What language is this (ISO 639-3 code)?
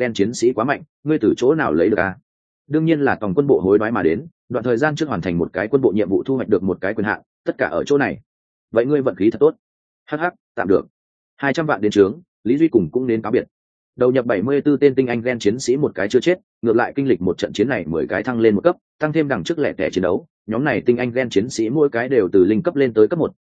vie